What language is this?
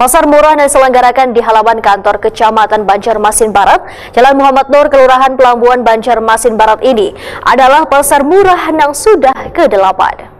Banjar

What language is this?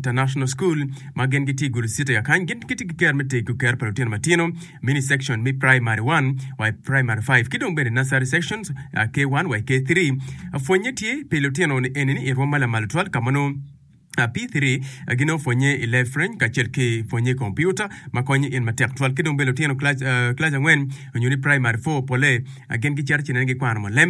Acoli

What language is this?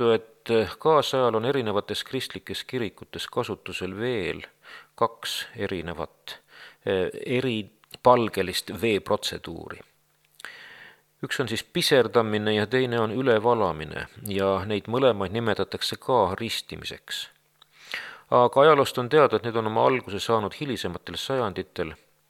Estonian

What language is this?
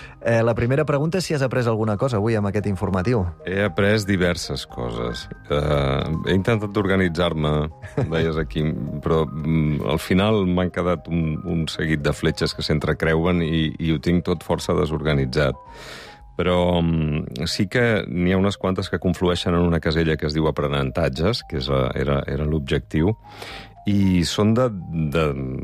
Catalan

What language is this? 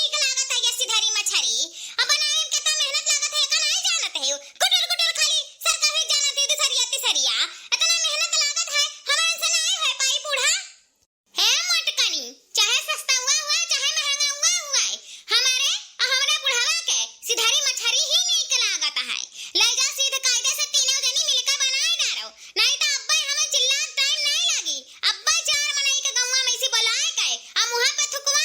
Awadhi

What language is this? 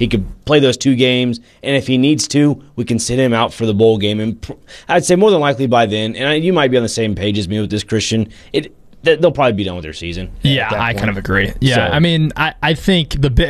English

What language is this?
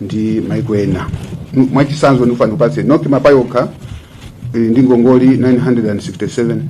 Nyanja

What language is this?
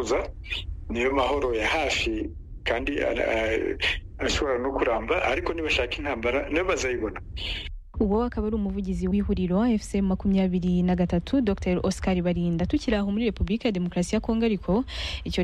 Kinyarwanda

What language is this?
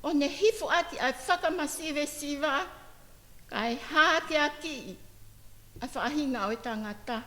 Tongan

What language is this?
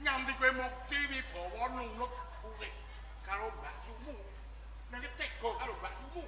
Javanese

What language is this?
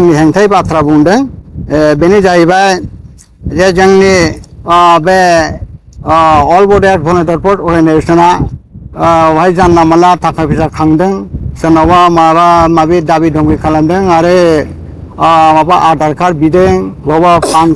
Bodo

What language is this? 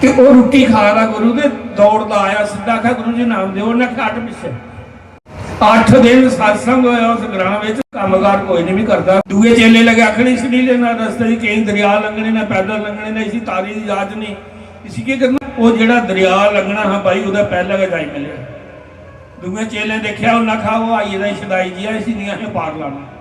Dogri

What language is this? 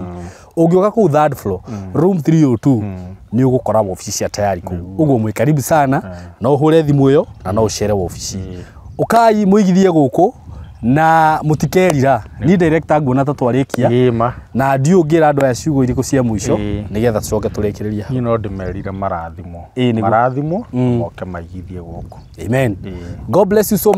Kikuyu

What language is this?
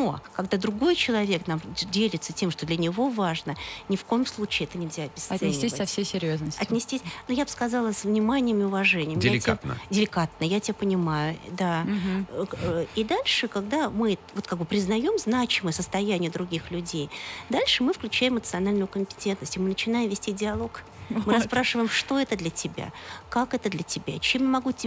Russian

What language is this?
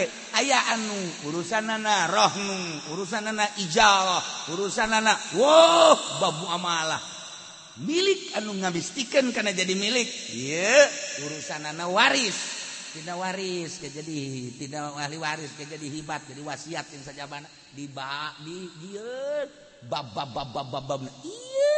Sundanese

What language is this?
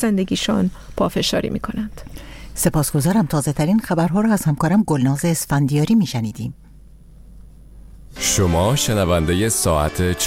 Persian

